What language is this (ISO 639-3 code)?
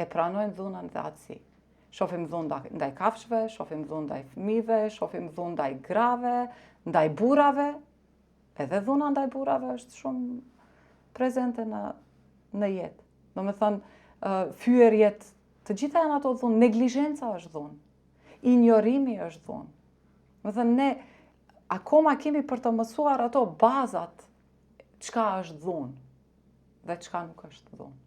sqi